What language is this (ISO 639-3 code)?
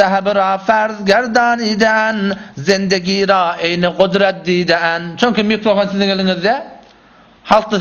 tuk